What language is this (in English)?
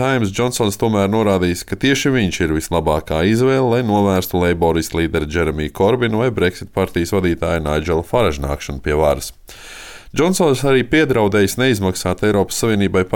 Latvian